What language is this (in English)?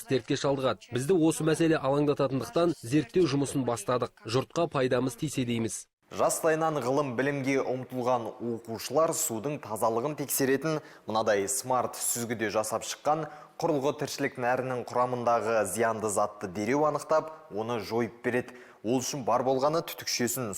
Kazakh